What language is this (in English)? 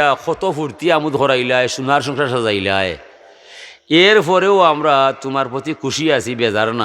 Sylheti